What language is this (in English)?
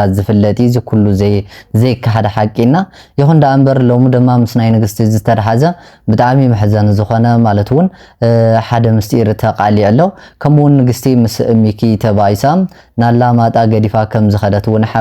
Tigrinya